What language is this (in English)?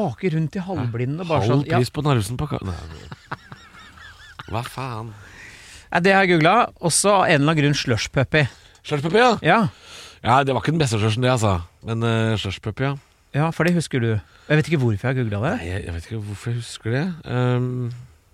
Norwegian